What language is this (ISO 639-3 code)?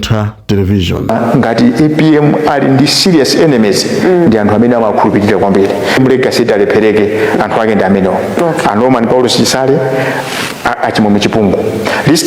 nya